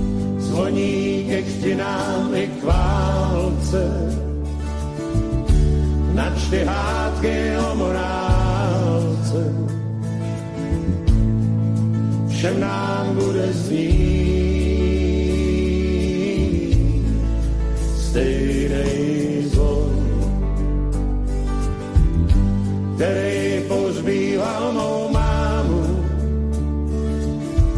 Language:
Czech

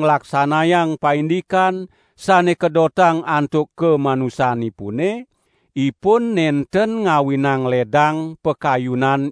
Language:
Balinese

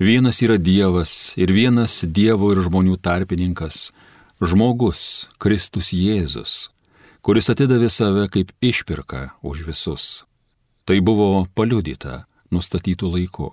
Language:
Lithuanian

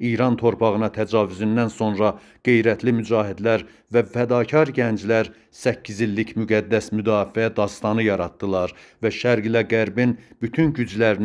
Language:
Azerbaijani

